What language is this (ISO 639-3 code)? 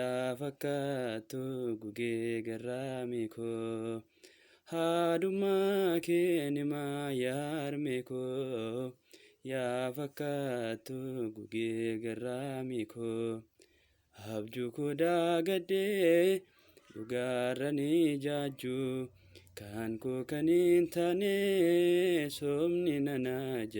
orm